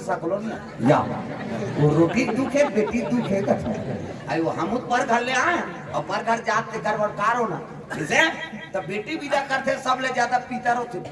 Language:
Chhattisgarhi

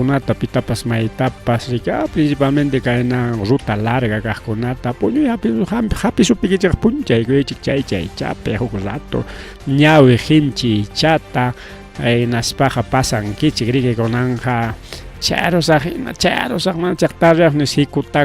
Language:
Ayacucho Quechua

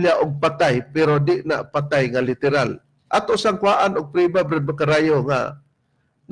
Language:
Cebuano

